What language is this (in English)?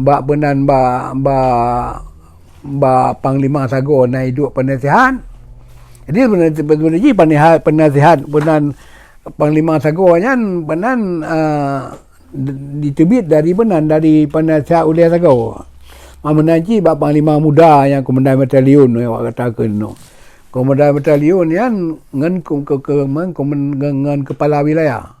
Achinese